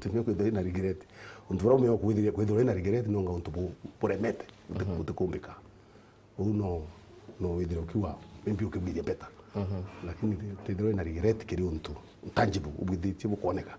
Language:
Meru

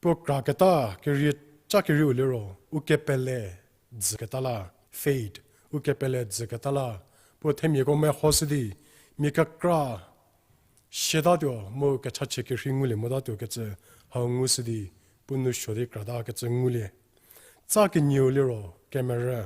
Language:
Angami Naga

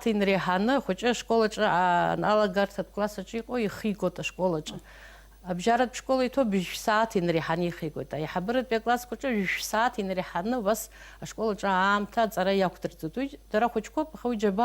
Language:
Abkhazian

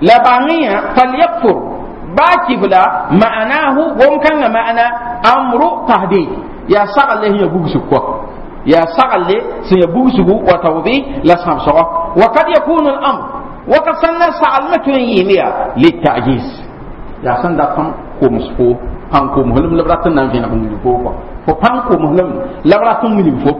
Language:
Mossi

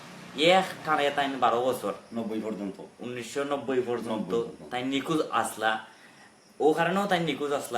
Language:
Sylheti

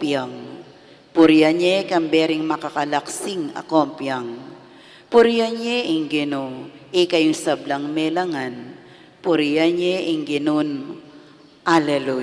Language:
Pampanga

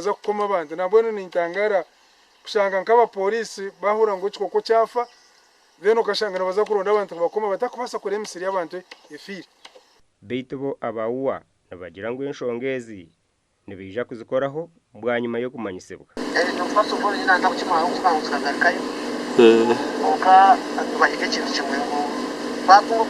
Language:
Nyankole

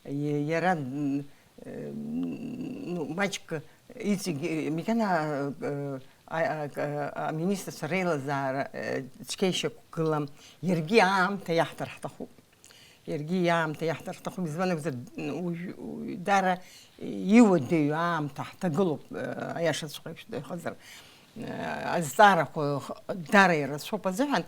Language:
Abkhazian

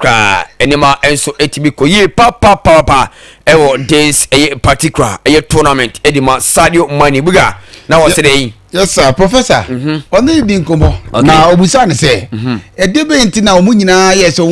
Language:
Akan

